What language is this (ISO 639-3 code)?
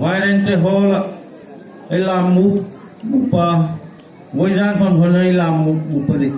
hmr